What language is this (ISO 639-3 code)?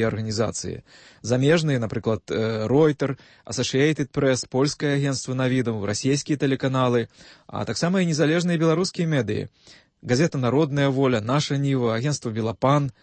bel